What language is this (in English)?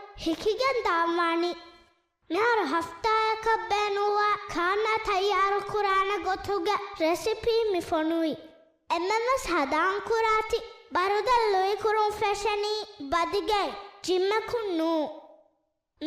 Divehi